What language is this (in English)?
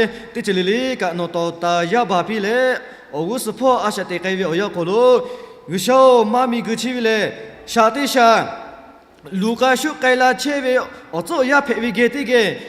Lahu